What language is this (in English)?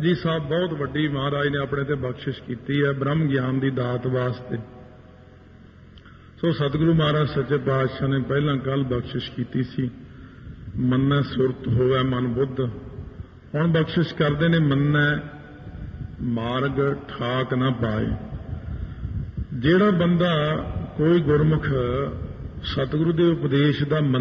Punjabi